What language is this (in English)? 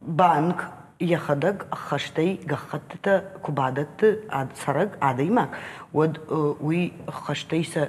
Ossetic